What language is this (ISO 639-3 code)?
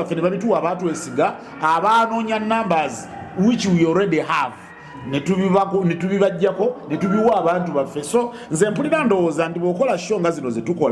lug